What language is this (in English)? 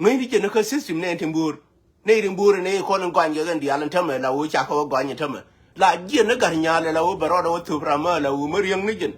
Nuer